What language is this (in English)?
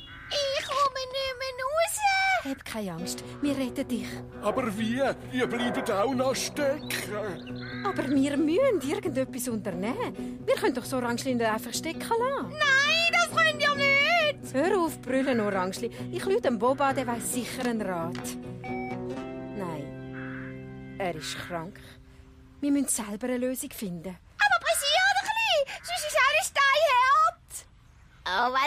Swiss German